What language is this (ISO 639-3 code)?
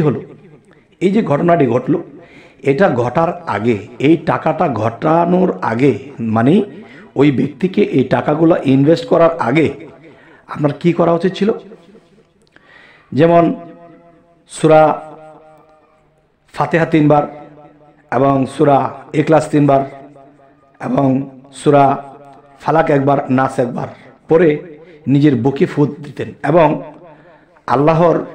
ben